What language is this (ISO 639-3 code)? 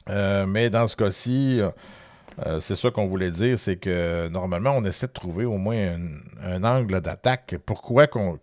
fra